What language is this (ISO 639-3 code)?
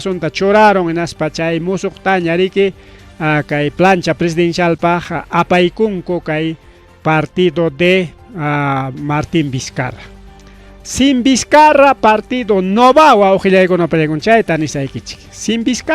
quy